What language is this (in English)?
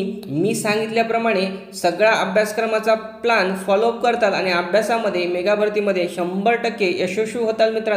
Marathi